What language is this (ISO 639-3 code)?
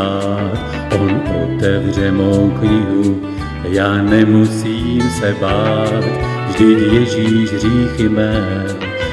ces